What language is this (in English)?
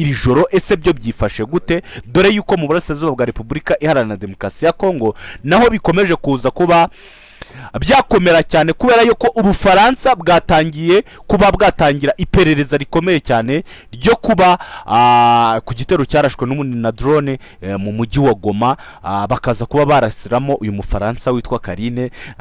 Kinyarwanda